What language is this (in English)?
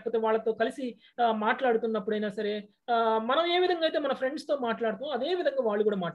Telugu